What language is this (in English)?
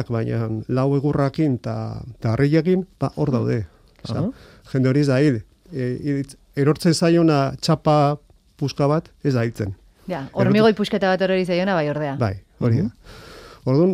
Basque